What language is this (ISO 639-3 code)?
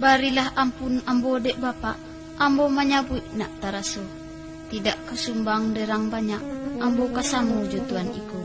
min